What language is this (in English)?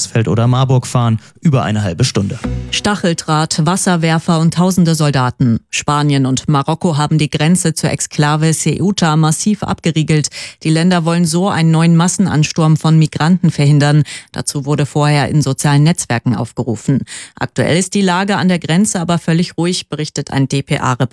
German